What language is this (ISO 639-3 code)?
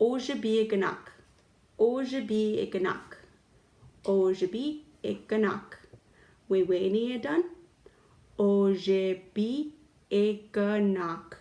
ciw